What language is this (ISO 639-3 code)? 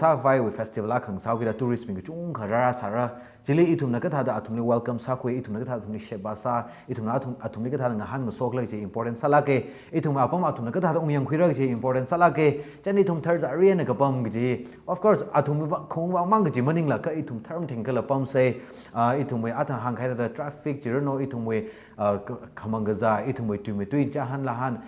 nmf